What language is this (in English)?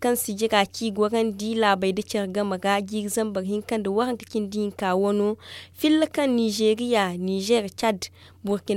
Zarma